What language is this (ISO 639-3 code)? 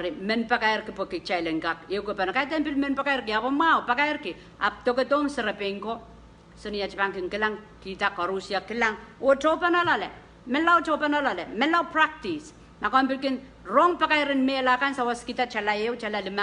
pon